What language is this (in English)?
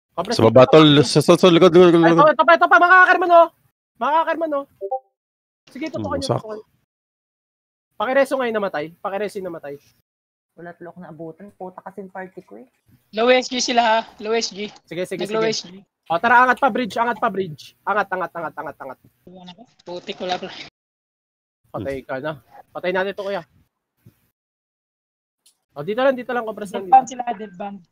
Filipino